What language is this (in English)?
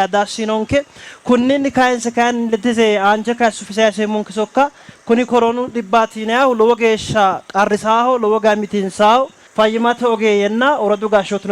Sidamo